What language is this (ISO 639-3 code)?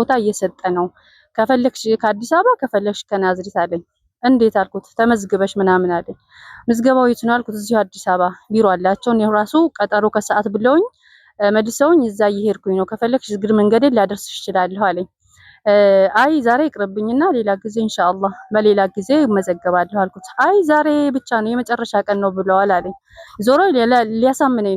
amh